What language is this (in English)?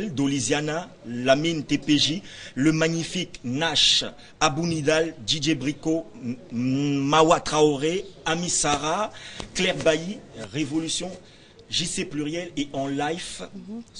French